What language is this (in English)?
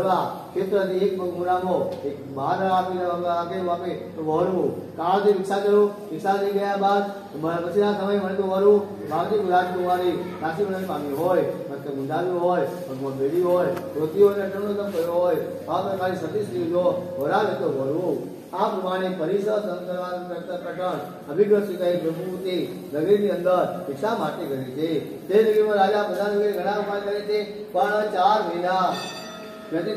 Gujarati